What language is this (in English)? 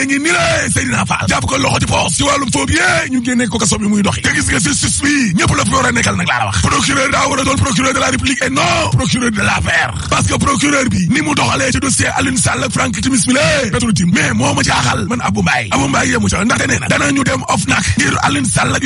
Wolof